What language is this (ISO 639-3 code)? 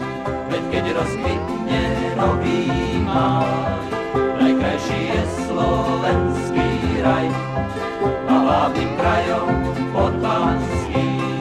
slk